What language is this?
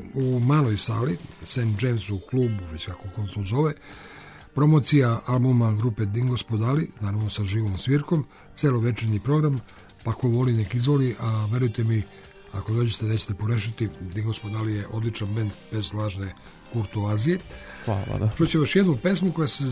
Serbian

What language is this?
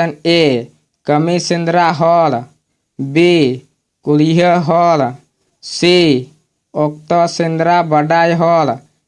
Santali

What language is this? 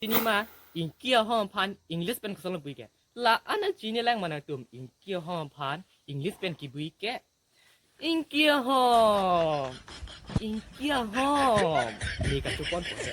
Karbi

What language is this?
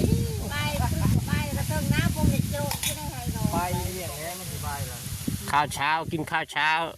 Lao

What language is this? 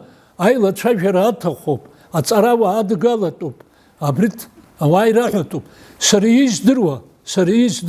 Abkhazian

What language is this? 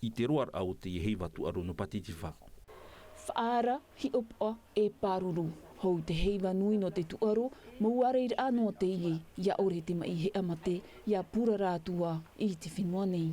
Tahitian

